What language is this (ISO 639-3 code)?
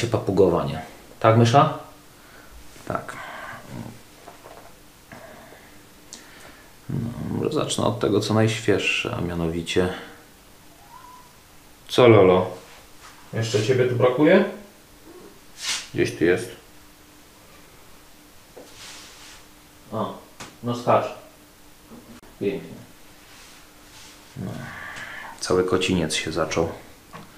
pol